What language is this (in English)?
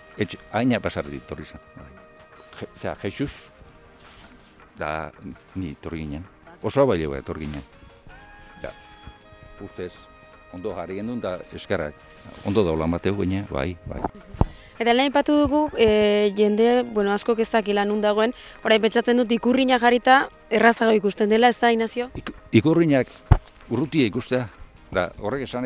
Basque